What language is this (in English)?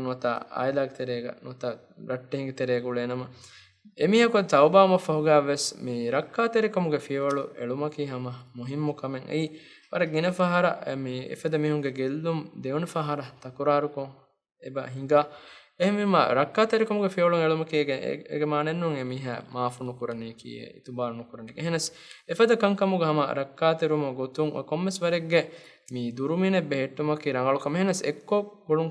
Divehi